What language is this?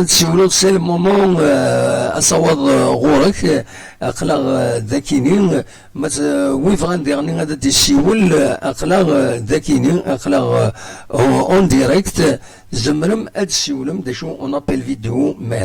Kabyle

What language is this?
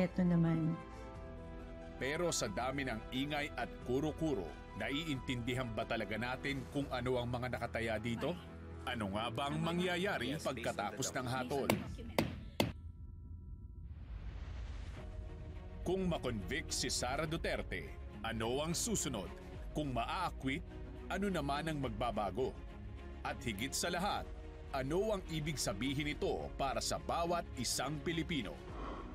Filipino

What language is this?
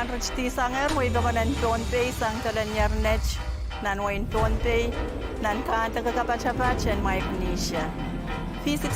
Pohnpeian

